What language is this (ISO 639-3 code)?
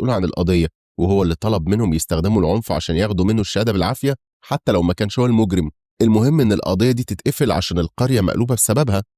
arz